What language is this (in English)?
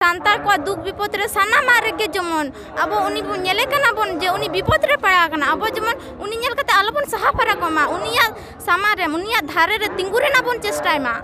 Santali